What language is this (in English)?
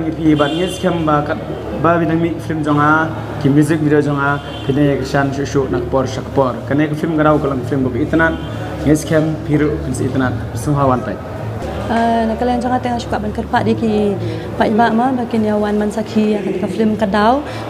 Khasi